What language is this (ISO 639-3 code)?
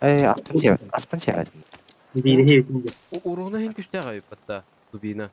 sah